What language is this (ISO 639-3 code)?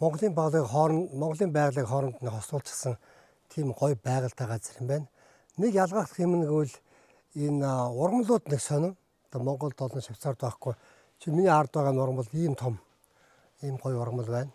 mon